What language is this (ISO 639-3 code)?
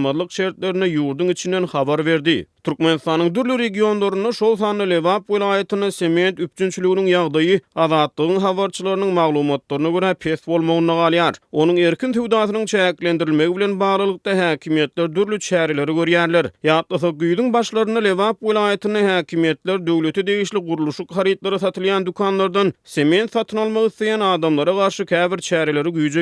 tuk